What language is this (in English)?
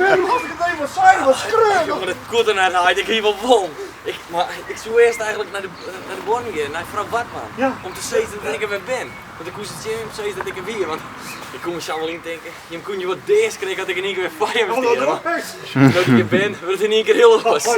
Western Frisian